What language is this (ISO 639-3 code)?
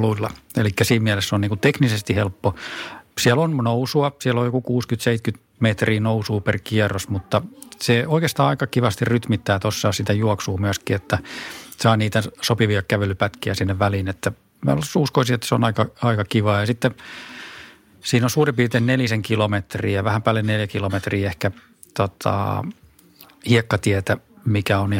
fin